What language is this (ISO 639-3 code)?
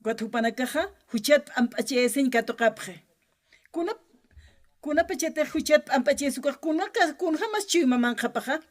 aym